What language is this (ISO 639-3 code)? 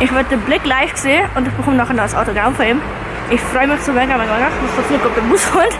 gsw